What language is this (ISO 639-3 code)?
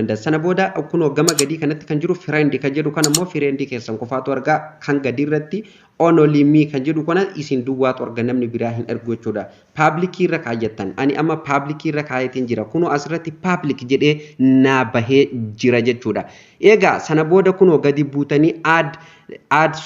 orm